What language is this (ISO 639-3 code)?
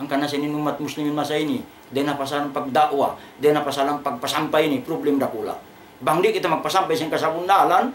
tsg